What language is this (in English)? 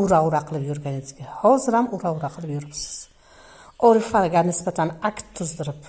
Uzbek